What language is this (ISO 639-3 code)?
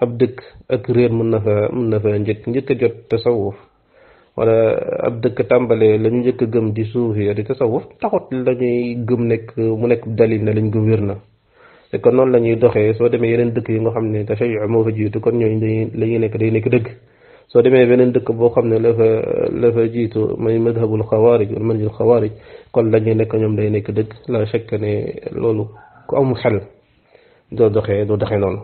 wol